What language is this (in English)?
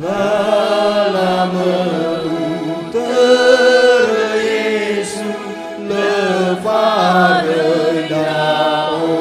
Nias